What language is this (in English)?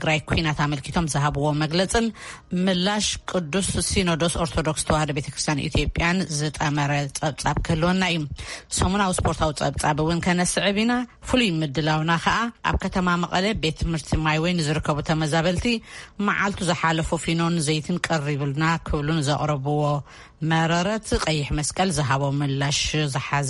Tigrinya